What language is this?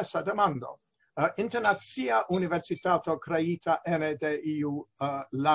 Esperanto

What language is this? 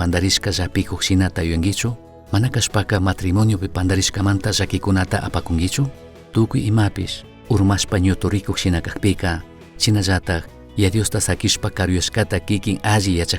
Chimborazo Highland Quichua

